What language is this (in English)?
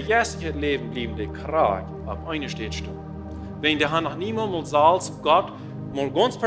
Plautdietsch